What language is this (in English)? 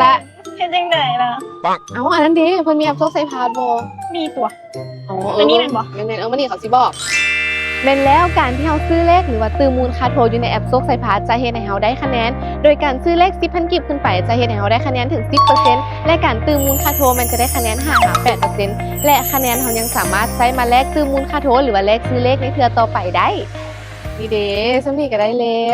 Lao